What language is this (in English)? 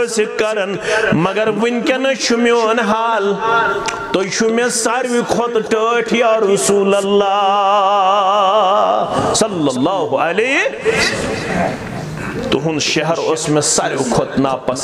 Kashmiri